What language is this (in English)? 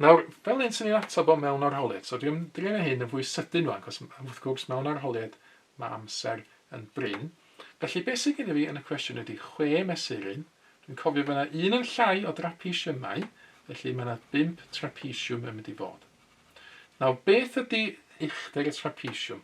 Welsh